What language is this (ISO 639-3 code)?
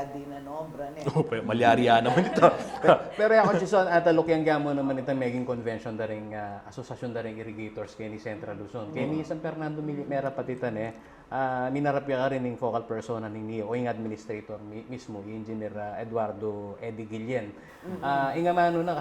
pam